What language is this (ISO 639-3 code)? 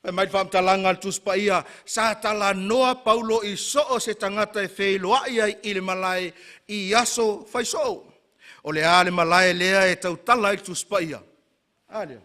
smo